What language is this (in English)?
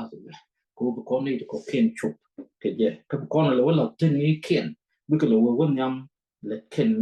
Nuer